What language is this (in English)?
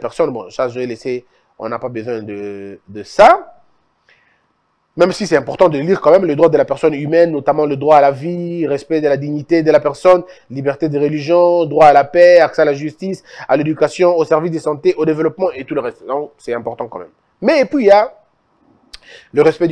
French